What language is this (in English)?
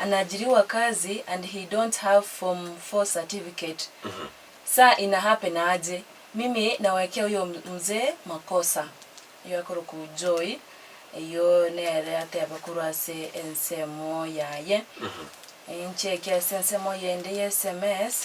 Gusii